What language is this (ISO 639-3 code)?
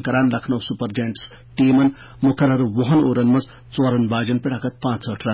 kas